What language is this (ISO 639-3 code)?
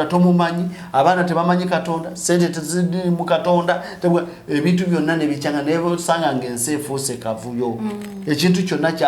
lug